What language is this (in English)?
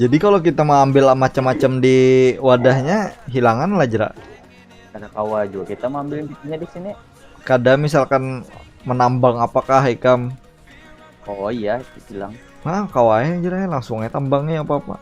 Banjar